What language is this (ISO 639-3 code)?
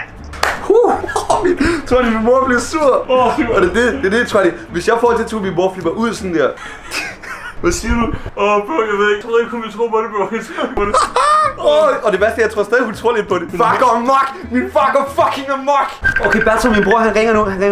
dan